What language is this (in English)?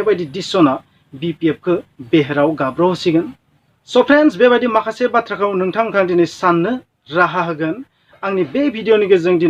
Bodo